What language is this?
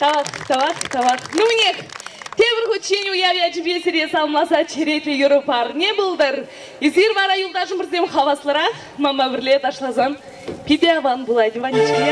Chuvash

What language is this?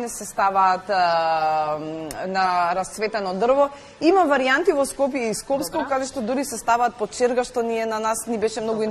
Macedonian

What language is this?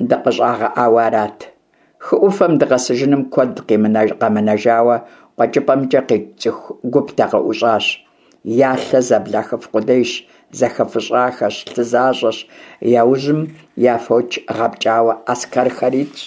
Kabardian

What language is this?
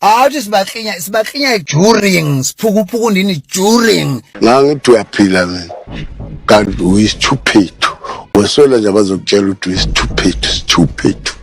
Zulu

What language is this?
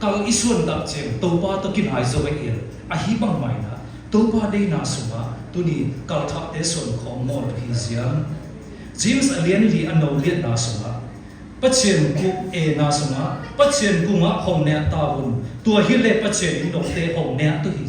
Siyin Chin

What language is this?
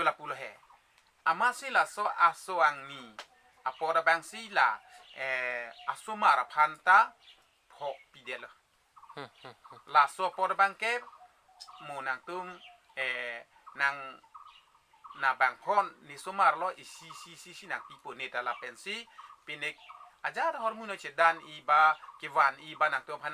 Karbi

